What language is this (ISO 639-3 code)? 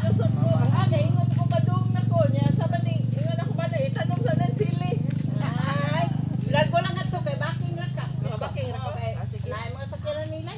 ceb